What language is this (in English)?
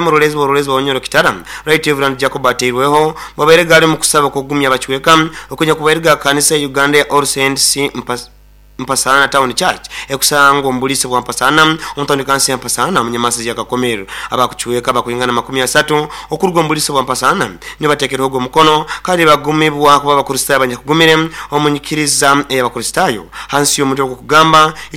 Nyoro